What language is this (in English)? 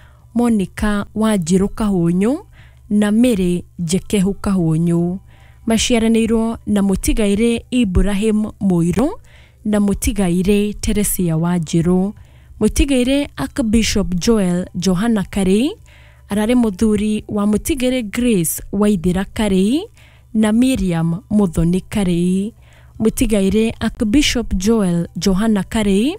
Kikuyu